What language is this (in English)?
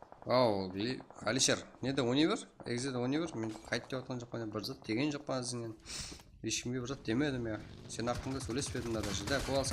Kara-Kalpak